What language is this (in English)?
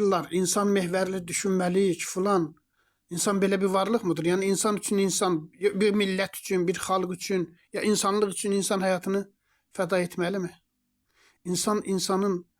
Azerbaijani